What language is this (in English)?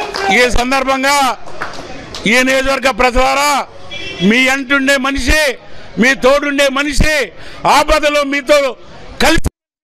Telugu